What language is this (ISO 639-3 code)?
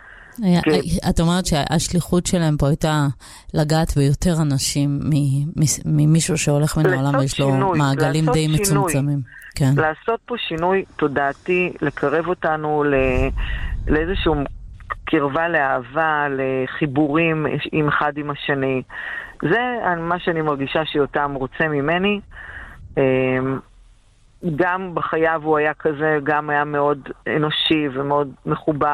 heb